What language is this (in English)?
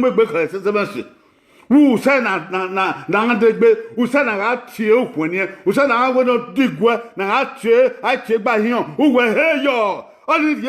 Bini